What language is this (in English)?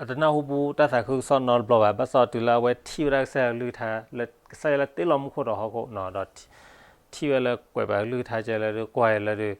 S'gaw Karen